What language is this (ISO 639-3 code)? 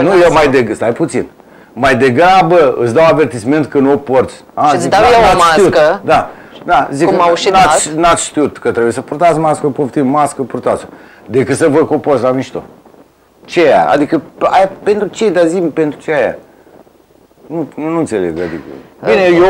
ron